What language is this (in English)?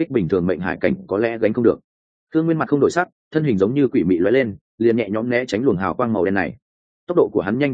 Vietnamese